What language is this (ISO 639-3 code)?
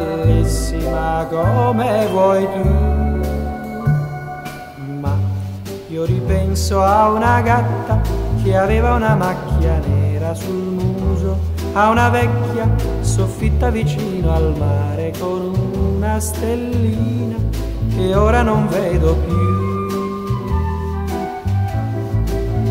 ita